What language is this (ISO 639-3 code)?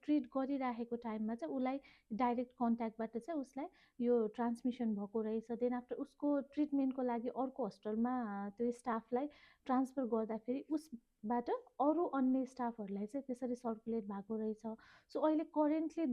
nep